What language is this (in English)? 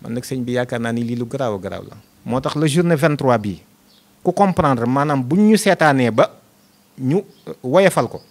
Wolof